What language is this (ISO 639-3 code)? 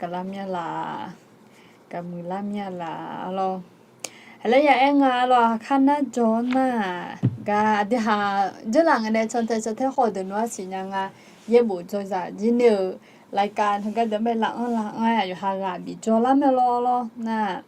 ahk